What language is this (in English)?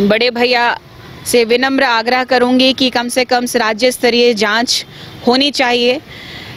Hindi